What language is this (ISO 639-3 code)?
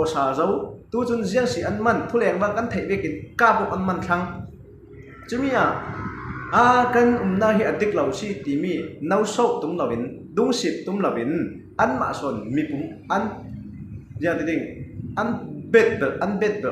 cfm